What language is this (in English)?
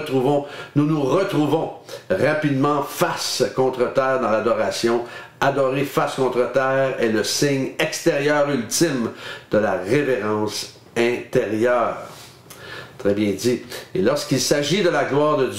French